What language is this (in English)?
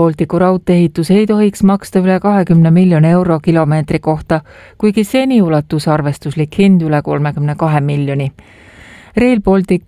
Estonian